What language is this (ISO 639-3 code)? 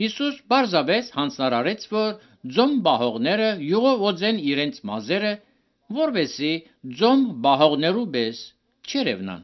hye